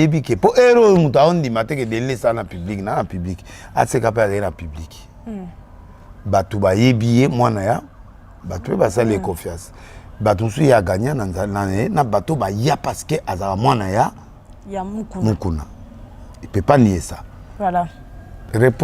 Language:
Lingala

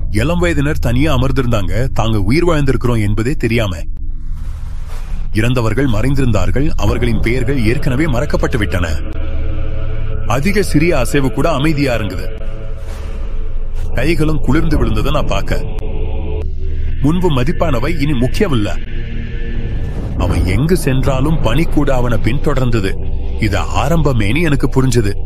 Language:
Tamil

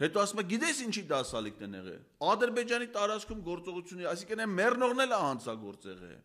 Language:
Armenian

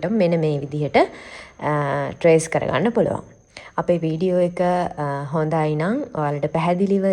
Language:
Sinhala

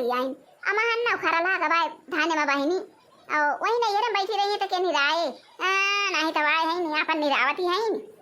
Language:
Awadhi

